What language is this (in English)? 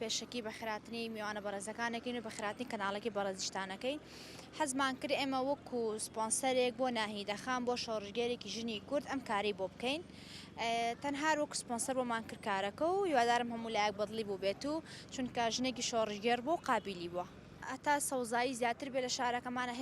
Central Kurdish